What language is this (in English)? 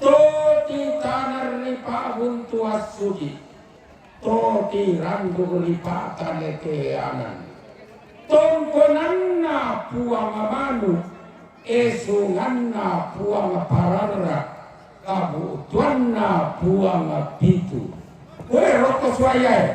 Toraja-Sa'dan